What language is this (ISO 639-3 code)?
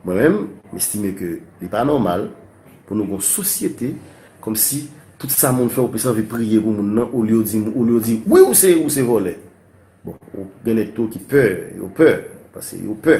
hat